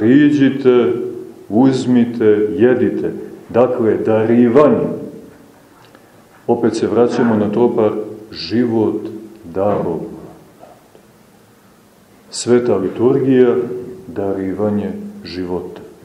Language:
Serbian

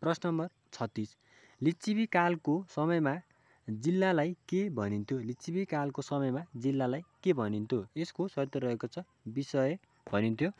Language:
Nepali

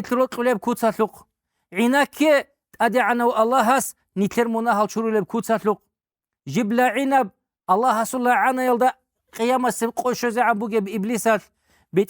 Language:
Avaric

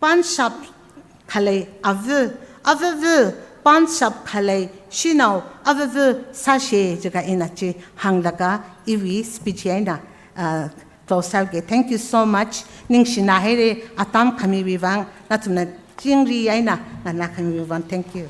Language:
Tangkhul Naga (India)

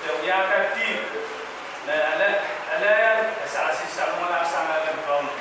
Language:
Pohnpeian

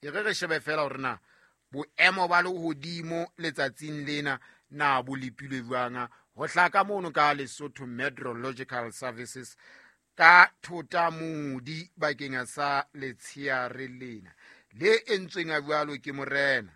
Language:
Southern Sotho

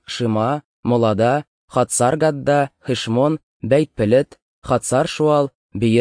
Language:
Tatar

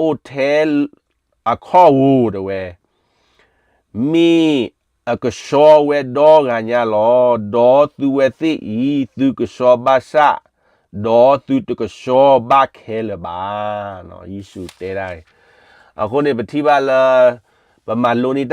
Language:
S'gaw Karen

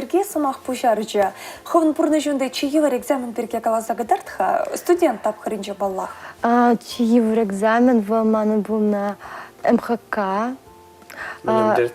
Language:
Chuvash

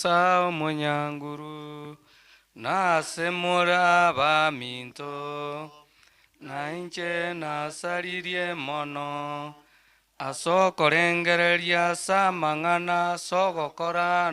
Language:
Gusii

